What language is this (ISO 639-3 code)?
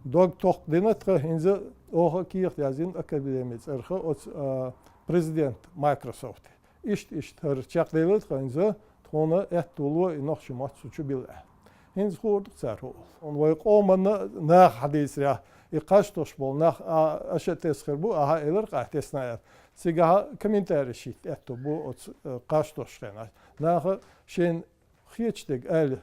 che